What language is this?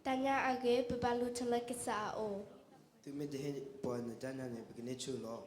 S'gaw Karen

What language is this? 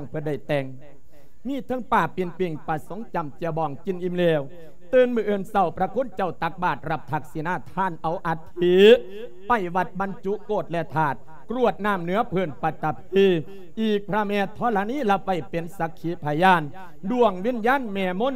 Lao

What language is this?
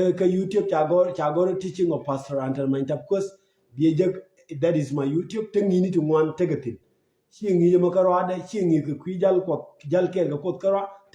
Nuer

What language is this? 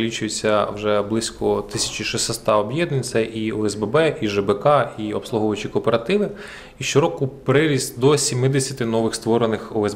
Ukrainian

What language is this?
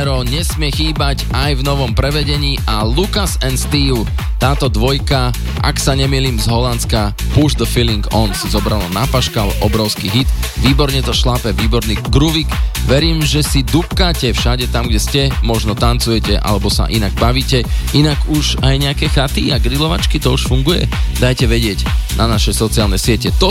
Slovak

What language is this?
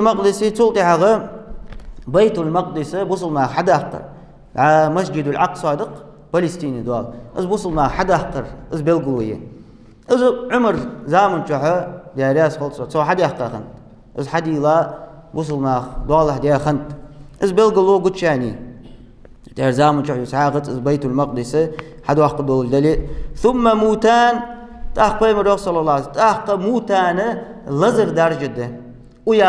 Ingush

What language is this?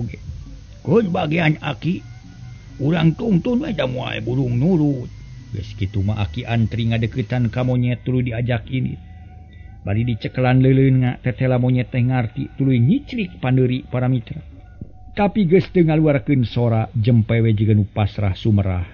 Sundanese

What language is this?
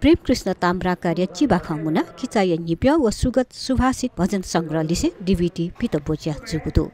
Newari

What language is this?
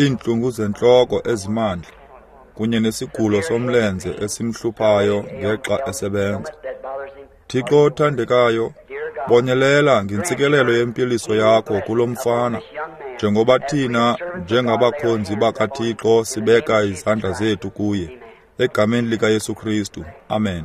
Xhosa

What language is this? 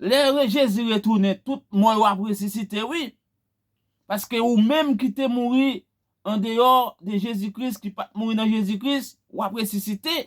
Haitian Creole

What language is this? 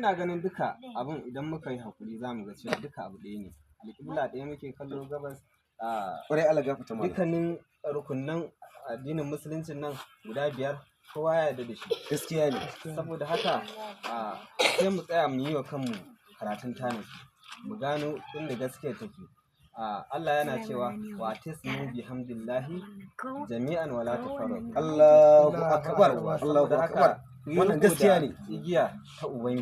Hausa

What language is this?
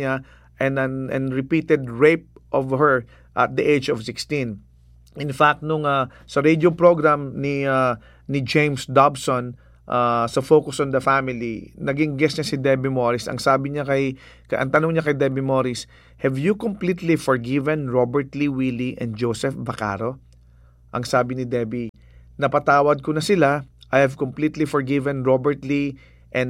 Filipino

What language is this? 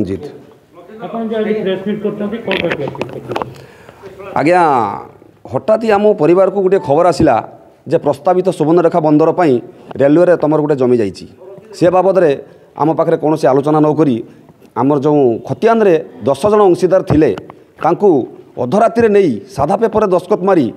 Odia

